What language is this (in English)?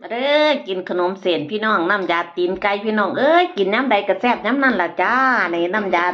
Northeastern Thai